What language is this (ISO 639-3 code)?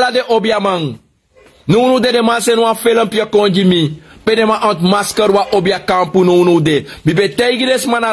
srn